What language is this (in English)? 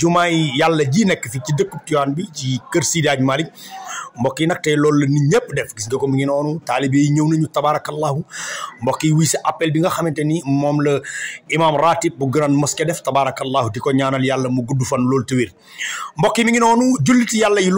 Wolof